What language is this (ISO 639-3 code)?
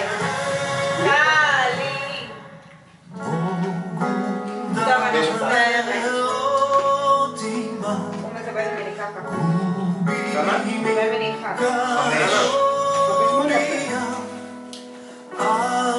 heb